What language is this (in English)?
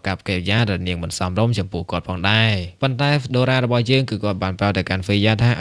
Khmer